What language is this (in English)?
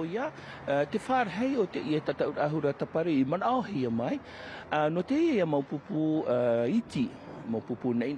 Tahitian